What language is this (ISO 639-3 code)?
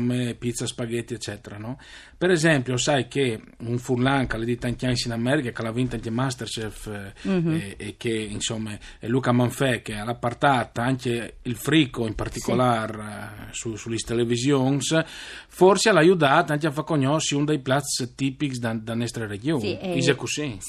fur